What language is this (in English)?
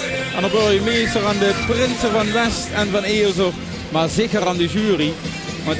Limburgish